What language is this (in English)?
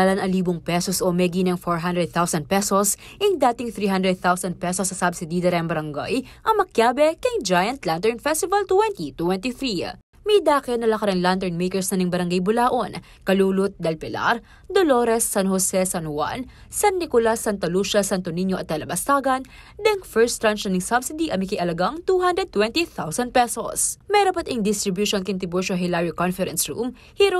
Pampanga